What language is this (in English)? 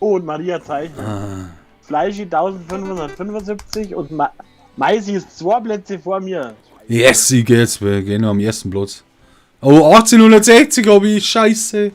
Bavarian